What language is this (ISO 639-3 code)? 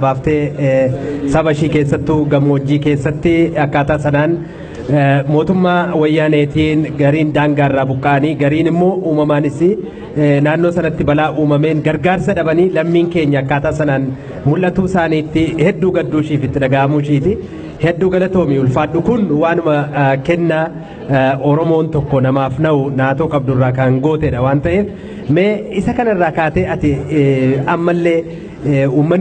orm